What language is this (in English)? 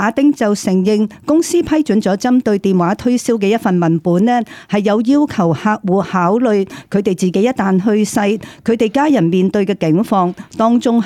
Cantonese